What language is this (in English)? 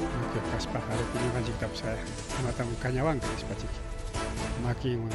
Ayacucho Quechua